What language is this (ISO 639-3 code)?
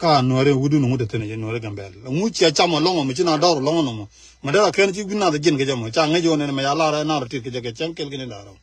nus